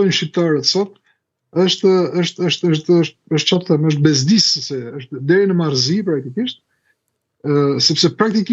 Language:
Albanian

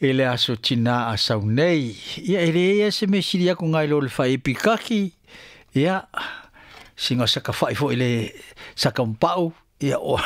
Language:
Samoan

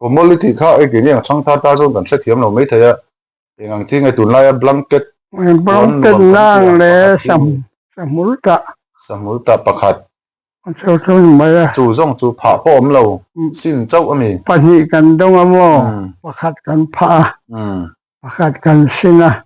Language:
Mizo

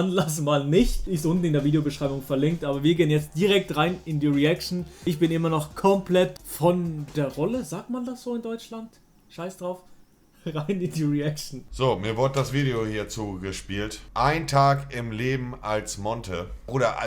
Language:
Swiss German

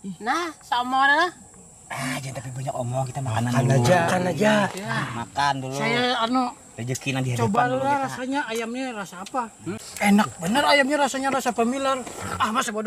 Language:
Banjar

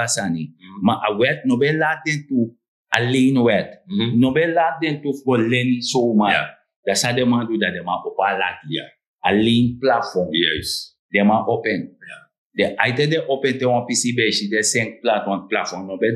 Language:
Sranan Tongo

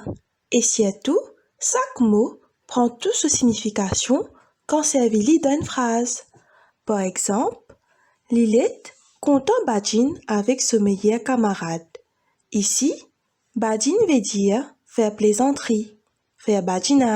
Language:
Morisyen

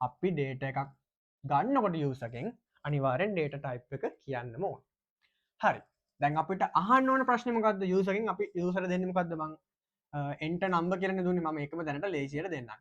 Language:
Sinhala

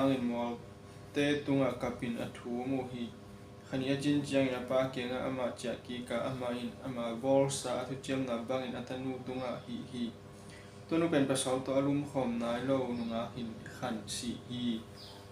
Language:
Tedim Chin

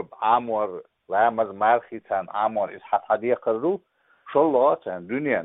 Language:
Chechen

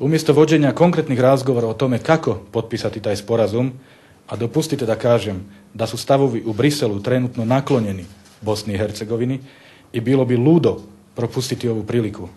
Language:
Bosnian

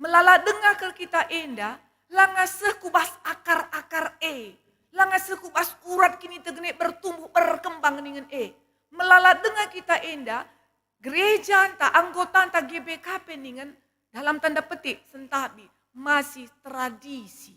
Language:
Batak Karo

